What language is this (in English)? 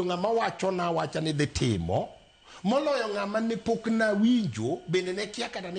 Luo (Kenya and Tanzania)